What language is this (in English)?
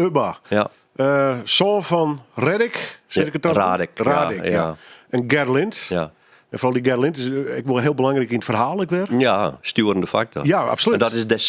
Western Frisian